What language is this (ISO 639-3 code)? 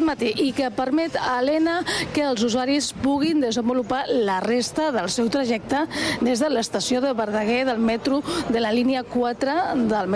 cat